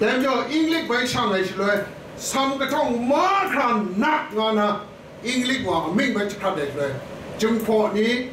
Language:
Kachin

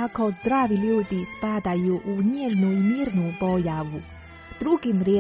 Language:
Croatian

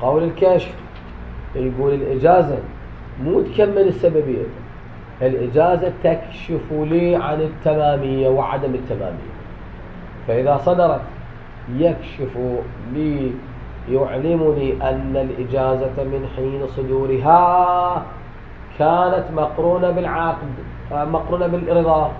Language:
Mesopotamian Arabic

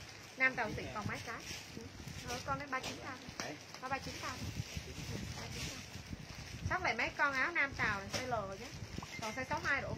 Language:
Vietnamese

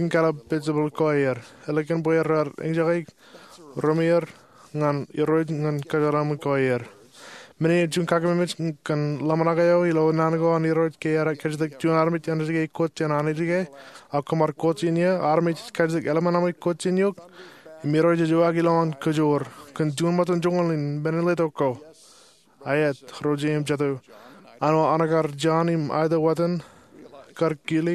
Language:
Marshallese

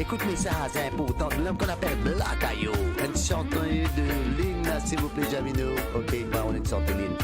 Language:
Morisyen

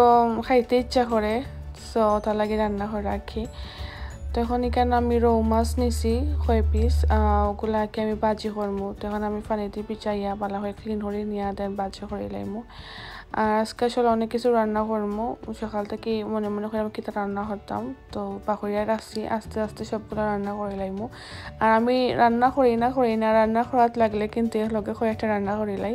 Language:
Sylheti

